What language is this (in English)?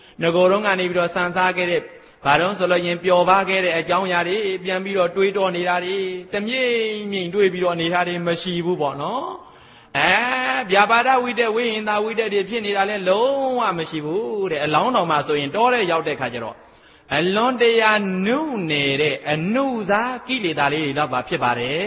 Burmese